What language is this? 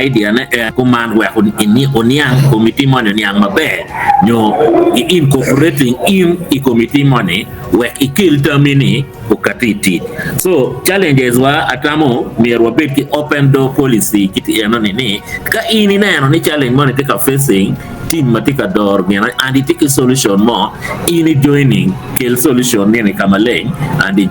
Acoli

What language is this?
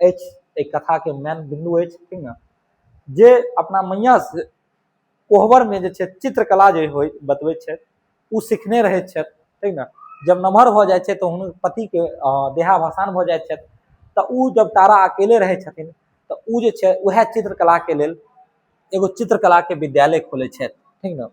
Maithili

